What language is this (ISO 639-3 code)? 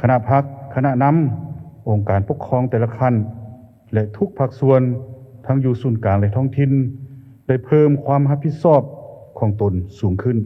lao